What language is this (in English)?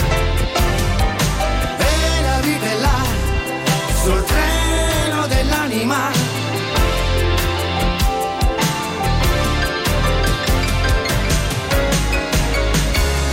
Italian